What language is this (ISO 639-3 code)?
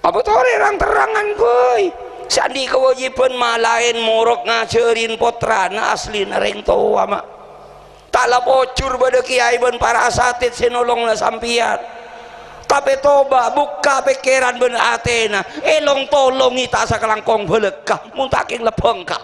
mad